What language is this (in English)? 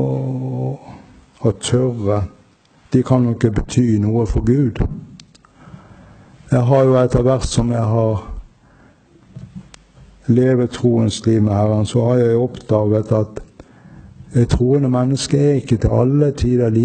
Norwegian